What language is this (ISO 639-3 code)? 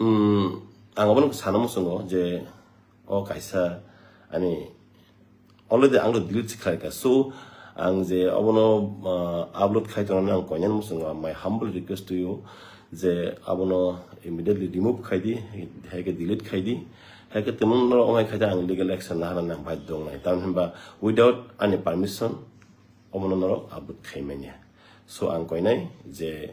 trp